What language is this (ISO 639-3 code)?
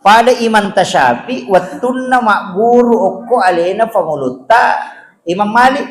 bug